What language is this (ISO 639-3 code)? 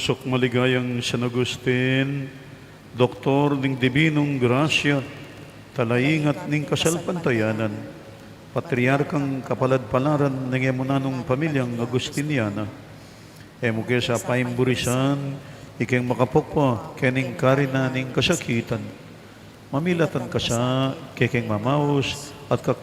pam